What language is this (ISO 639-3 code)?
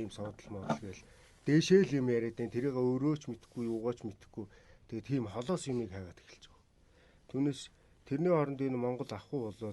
mon